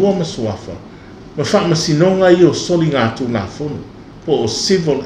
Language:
Samoan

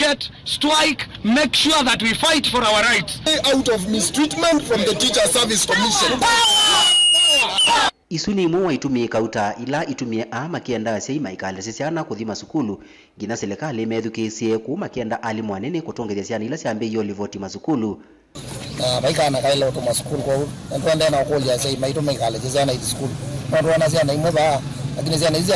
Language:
Kamba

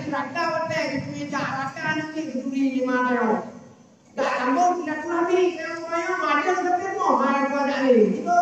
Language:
Achinese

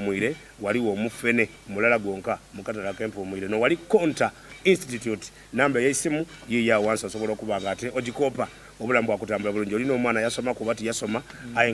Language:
Soga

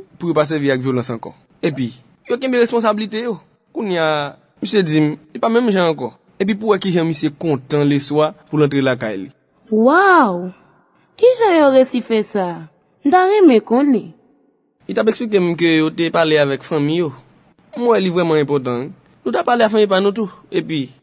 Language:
Haitian Creole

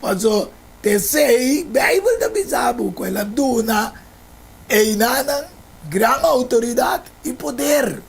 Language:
Papiamento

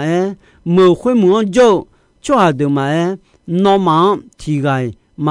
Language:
Akha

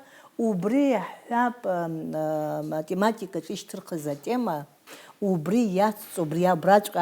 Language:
Abkhazian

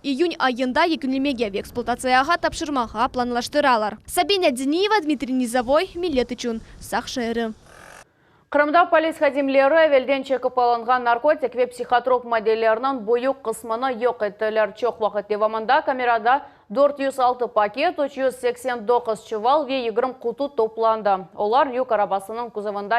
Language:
Crimean Tatar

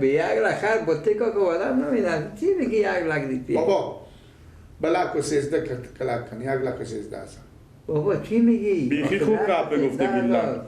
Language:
Persian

